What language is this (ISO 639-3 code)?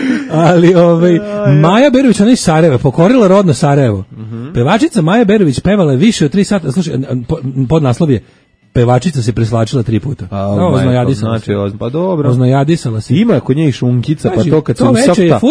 srp